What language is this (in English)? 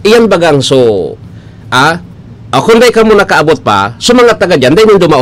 Bikol